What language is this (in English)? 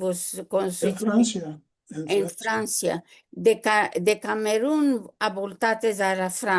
Ladino